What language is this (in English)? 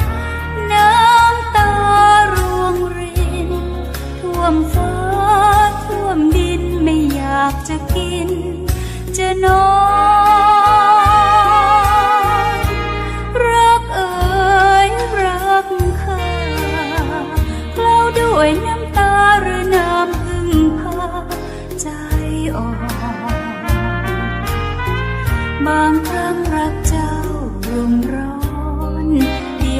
Thai